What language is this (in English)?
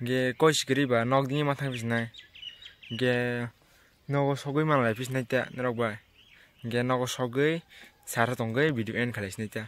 Kok Borok